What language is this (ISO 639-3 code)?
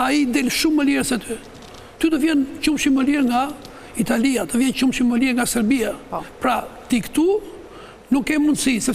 sqi